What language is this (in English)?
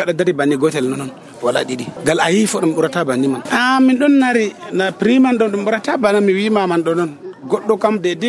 Nigerian Fulfulde